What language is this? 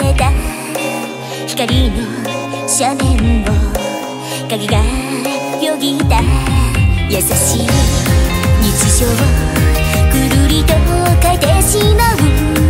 Japanese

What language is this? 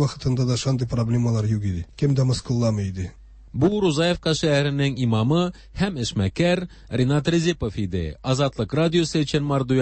Tatar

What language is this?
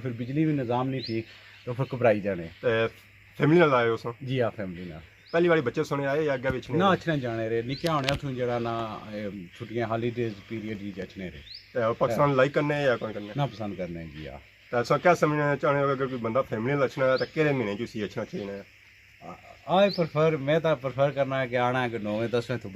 Pahari-Potwari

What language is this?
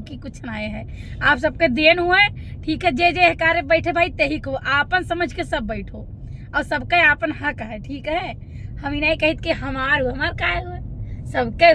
Awadhi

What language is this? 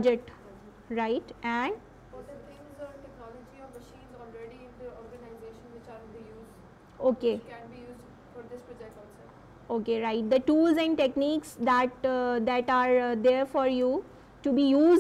English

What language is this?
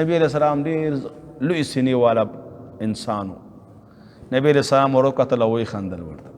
Pashto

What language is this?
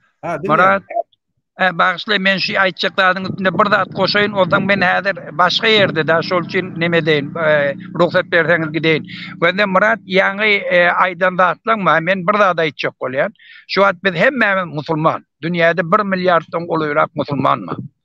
Turkmen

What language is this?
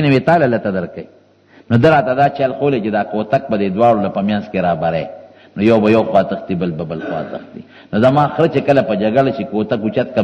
Pashto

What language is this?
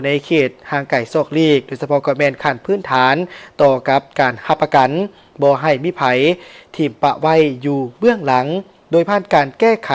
Lao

